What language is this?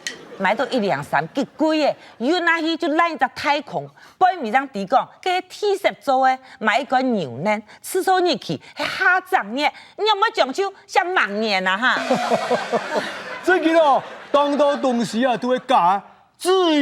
Hakka Chinese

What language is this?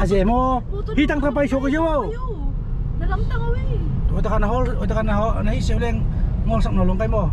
Tedim Chin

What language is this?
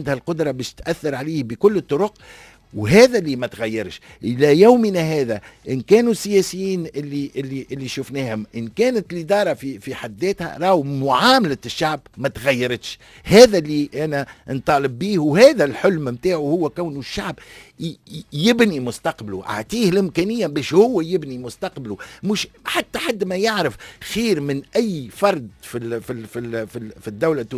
Tunisian Arabic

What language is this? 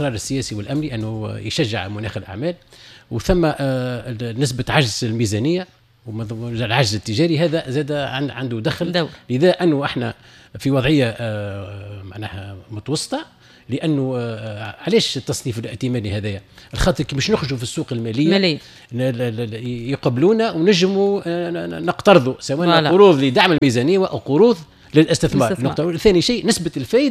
Tunisian Arabic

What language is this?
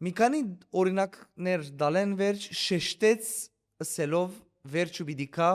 Western Armenian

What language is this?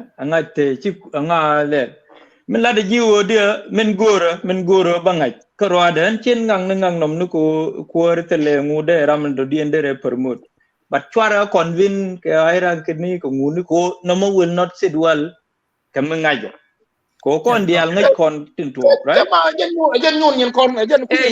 Nuer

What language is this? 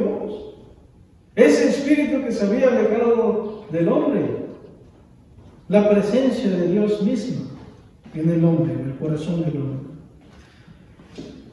Spanish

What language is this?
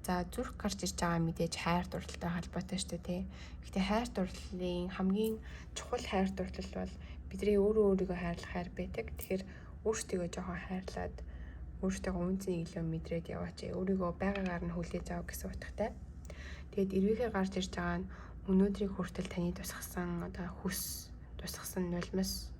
Mongolian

